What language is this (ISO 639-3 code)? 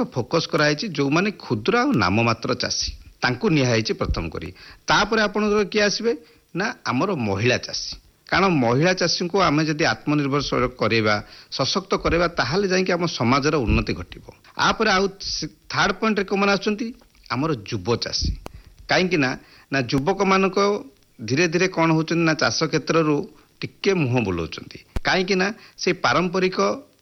ori